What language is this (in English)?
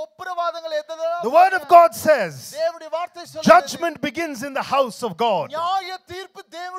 Tamil